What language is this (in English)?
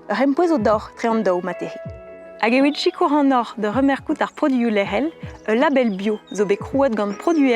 Breton